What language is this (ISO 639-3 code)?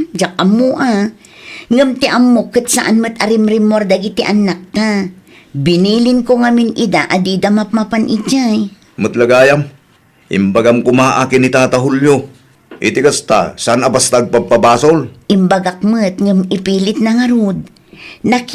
ilo